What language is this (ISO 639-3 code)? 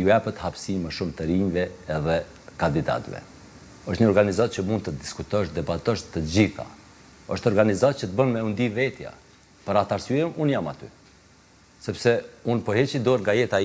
sqi